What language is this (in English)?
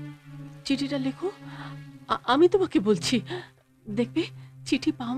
Bangla